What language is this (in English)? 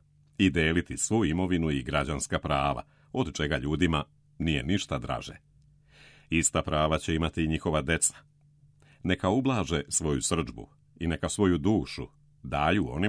Serbian